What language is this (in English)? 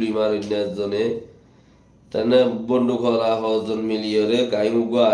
Rohingya